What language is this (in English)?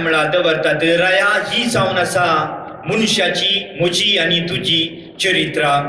Konkani